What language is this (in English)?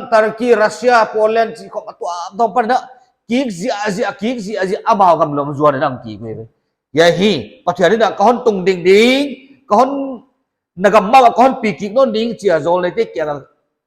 Paite Chin